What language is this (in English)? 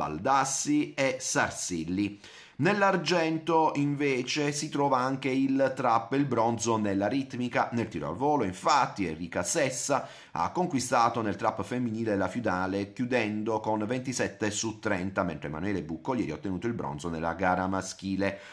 Italian